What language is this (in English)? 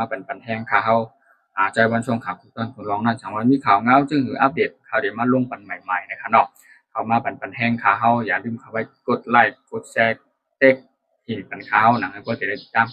Shan